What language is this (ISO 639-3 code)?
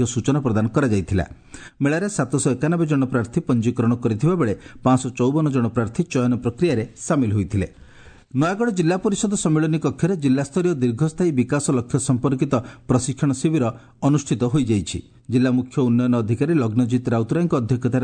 ori